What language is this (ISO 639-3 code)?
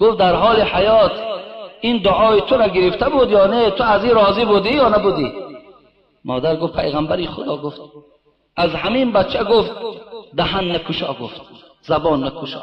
tgk